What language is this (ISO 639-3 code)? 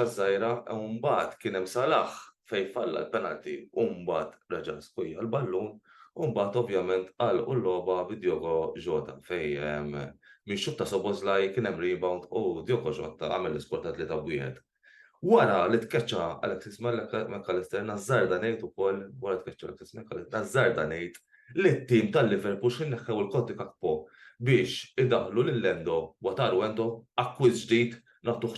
mlt